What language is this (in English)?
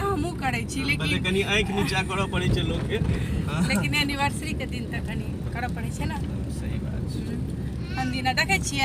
Maithili